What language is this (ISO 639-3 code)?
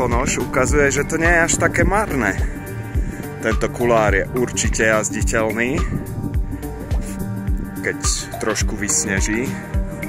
slk